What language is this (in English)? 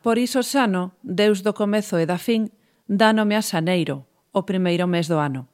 Galician